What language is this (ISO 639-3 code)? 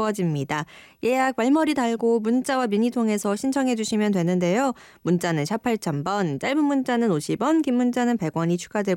kor